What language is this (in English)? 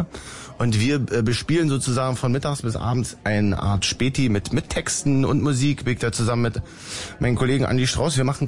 German